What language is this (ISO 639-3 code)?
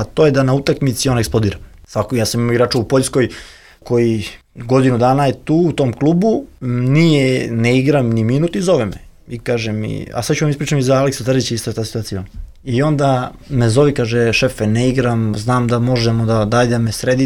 srp